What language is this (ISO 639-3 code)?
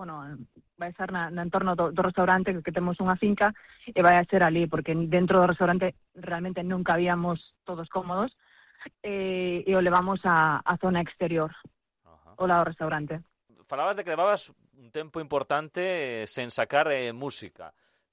glg